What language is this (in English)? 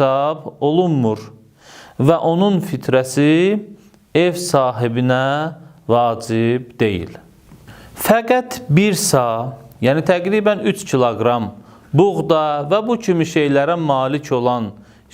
Azerbaijani